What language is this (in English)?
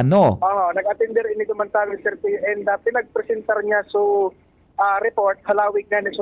Bikol